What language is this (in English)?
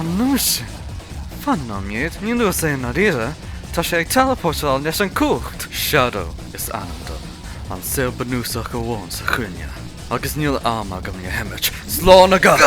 Irish